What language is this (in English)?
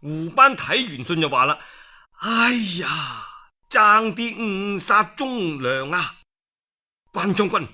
Cantonese